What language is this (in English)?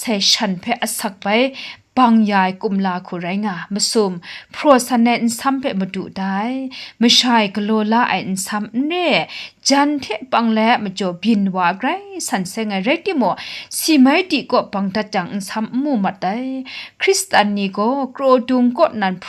Kachin